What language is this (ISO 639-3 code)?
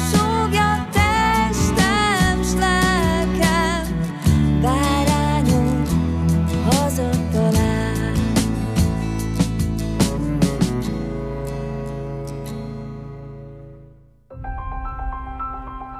hun